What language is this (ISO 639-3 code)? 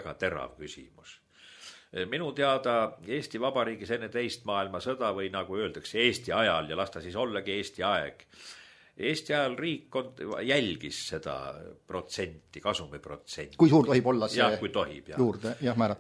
est